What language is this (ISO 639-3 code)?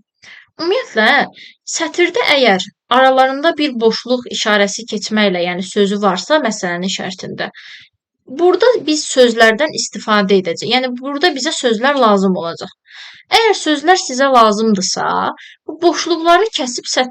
aze